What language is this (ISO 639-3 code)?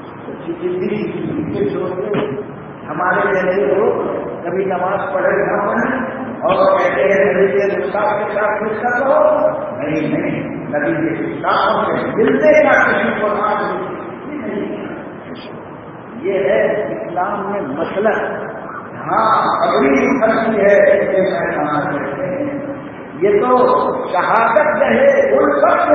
urd